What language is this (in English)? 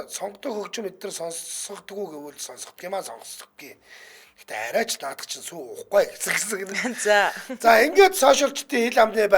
Mongolian